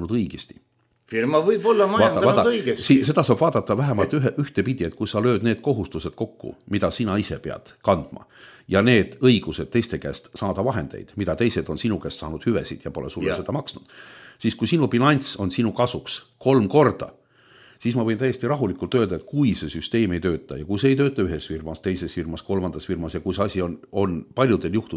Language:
Estonian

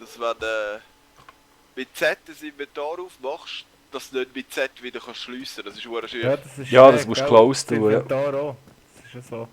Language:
Swiss German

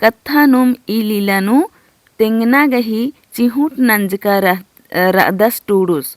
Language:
Kurukh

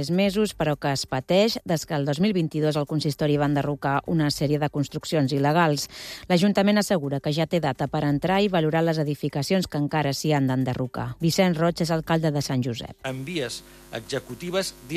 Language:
Catalan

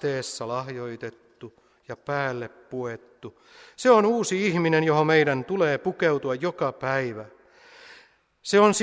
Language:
Finnish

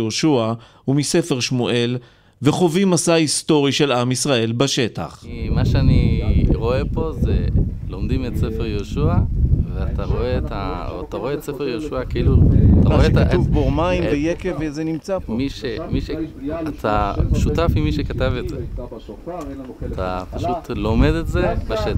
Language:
Hebrew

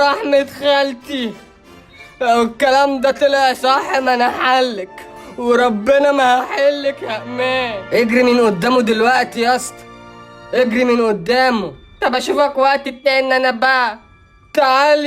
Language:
Egyptian Arabic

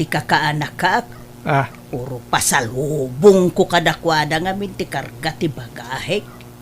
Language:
Iloko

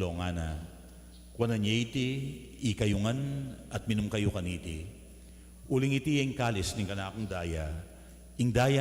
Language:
Pampanga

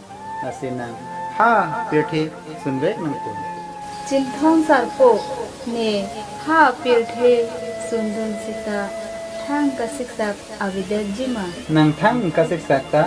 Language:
Karbi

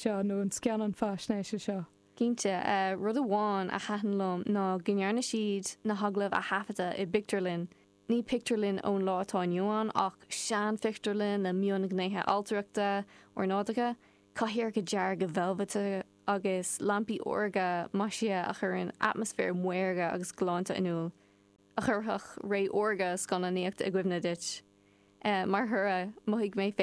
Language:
Irish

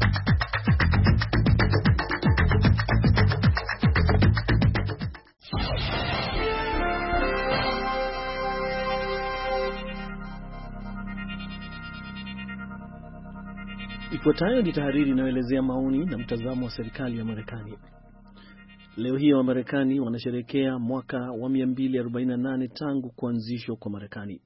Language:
Swahili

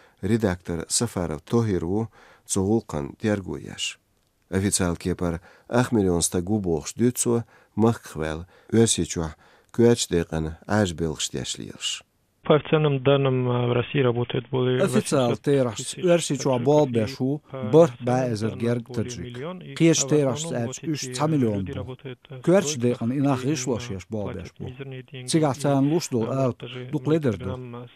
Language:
Chechen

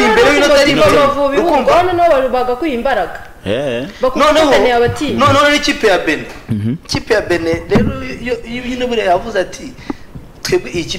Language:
Kinyarwanda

